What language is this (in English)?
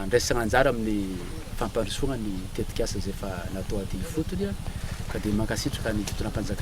Malagasy